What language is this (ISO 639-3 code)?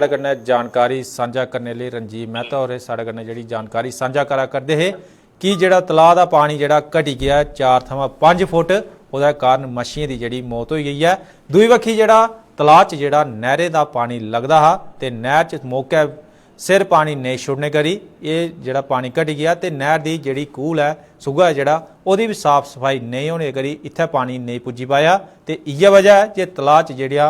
doi